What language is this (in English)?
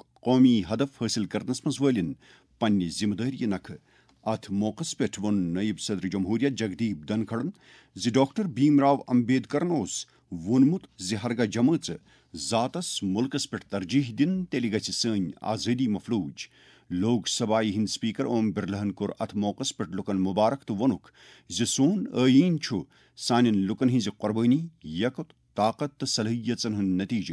Kashmiri